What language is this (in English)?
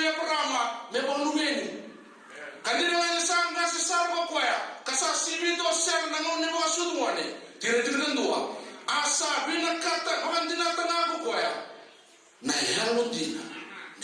Fijian